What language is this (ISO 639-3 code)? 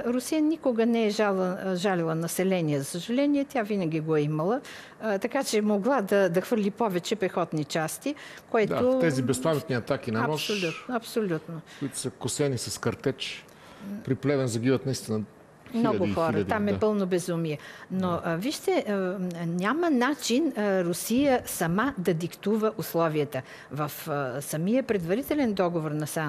bul